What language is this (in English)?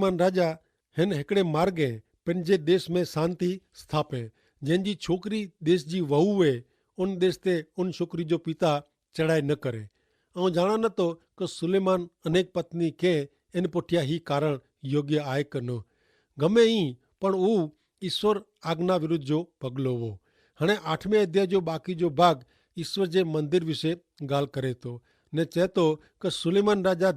Kachhi